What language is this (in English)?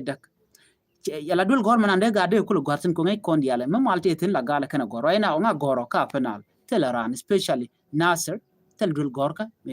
Nuer